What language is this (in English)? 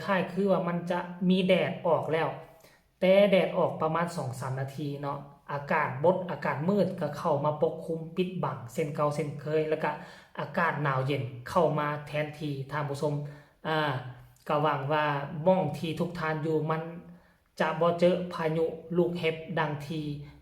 Northeastern Thai